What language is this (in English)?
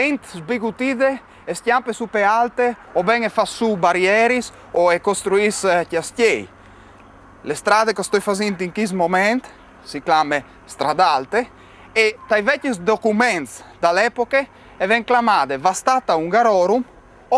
Friulian